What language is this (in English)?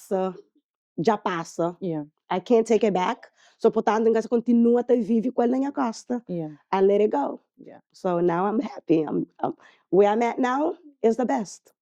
Kabuverdianu